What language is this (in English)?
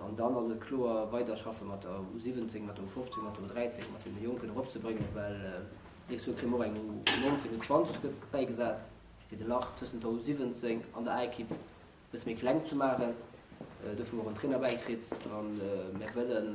Luxembourgish